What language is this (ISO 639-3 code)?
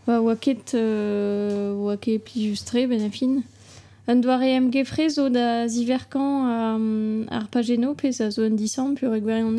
bre